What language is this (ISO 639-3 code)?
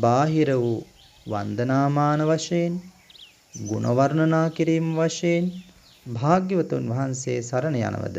sin